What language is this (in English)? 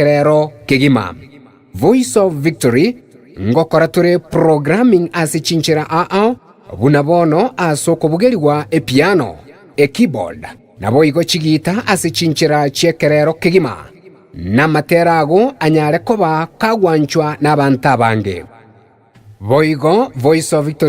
Gusii